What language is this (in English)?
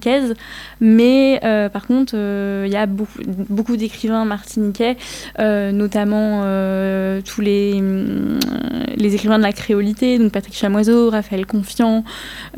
French